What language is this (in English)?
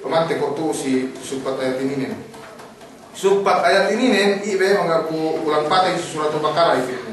Yakan